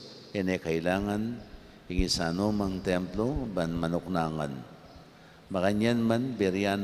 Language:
Pampanga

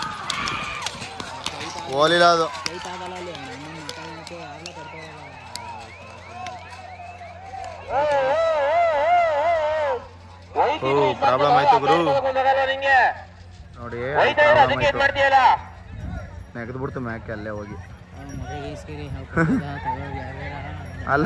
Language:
Kannada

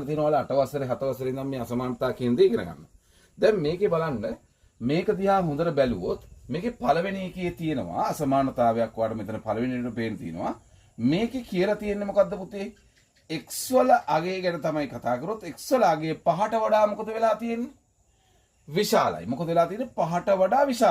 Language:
Sinhala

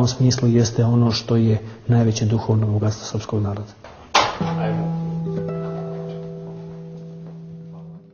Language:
Serbian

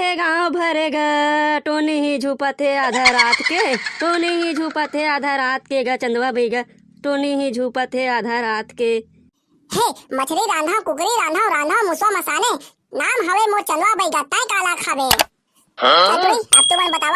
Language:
Chhattisgarhi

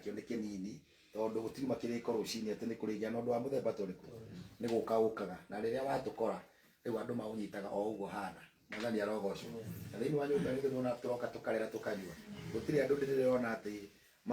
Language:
Kikuyu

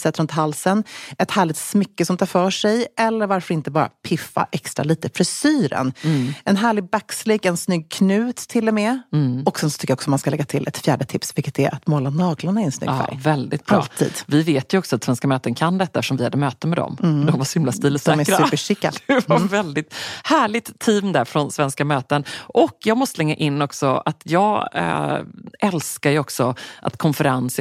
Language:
Swedish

